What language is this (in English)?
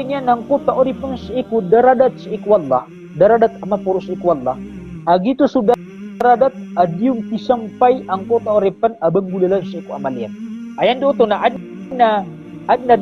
Maranao